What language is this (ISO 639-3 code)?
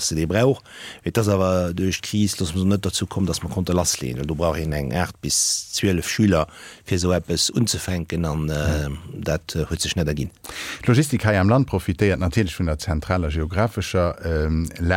ltz